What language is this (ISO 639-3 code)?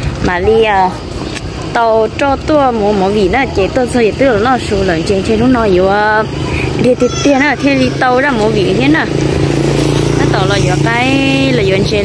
vie